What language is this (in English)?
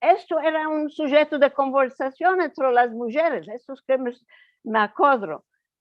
Ladino